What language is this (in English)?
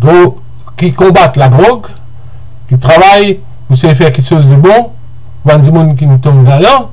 Morisyen